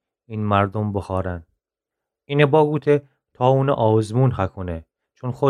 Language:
Gilaki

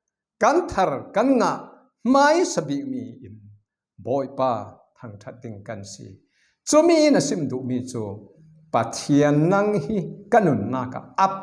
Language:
Falam Chin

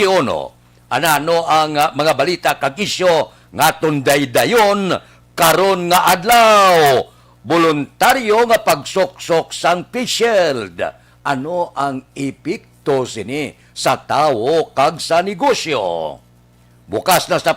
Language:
Hiligaynon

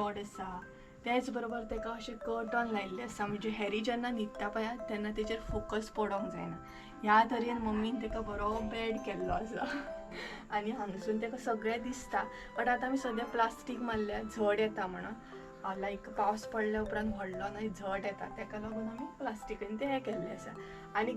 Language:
Konkani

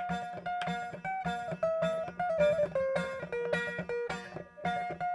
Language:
Telugu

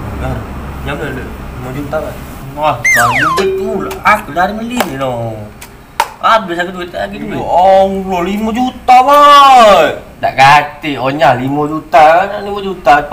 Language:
Musi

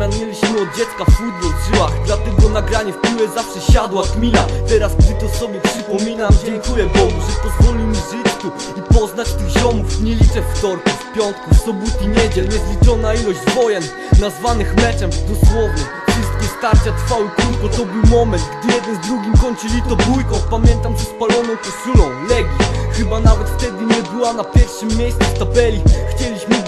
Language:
Polish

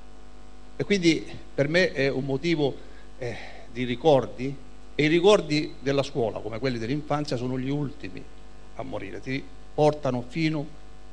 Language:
Italian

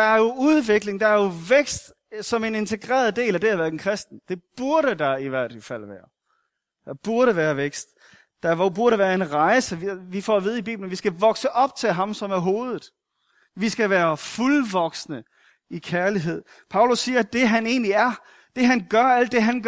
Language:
Danish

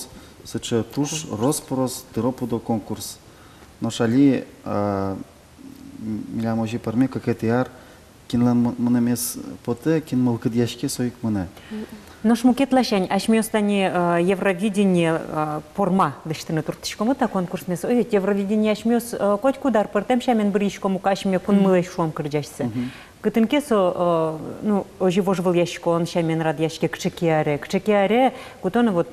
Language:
Udmurt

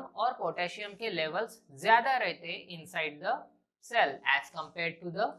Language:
Hindi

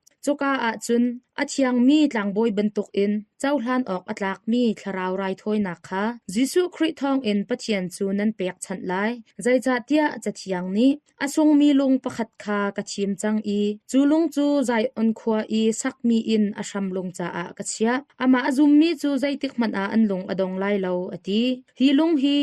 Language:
Hakha Chin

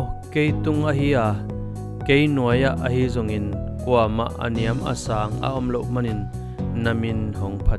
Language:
Tedim Chin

